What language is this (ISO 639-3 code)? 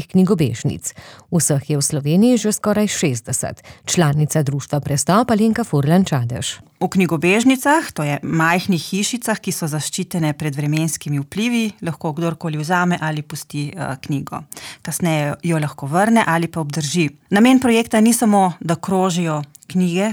slv